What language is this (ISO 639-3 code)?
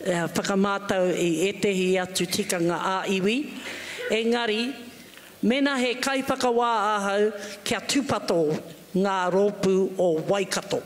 mri